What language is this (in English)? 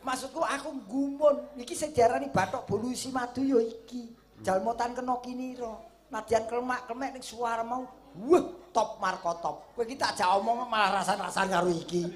Javanese